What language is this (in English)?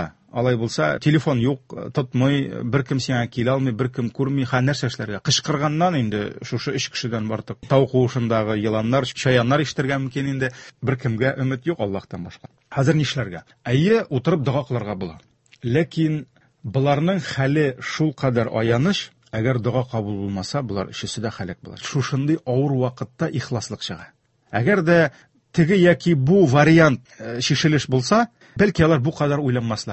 Tatar